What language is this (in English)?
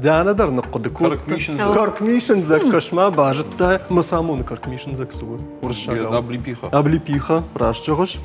Ossetic